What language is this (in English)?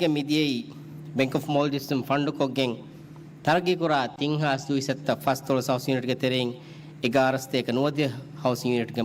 Divehi